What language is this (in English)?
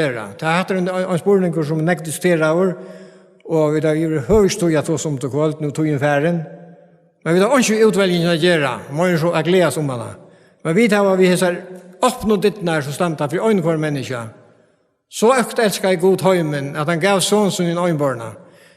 Faroese